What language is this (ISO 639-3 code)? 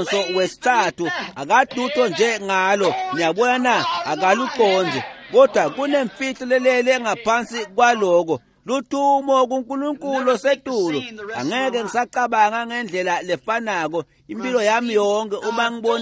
ssw